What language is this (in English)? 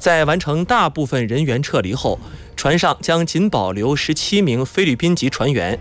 Chinese